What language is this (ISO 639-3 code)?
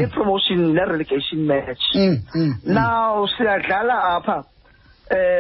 xho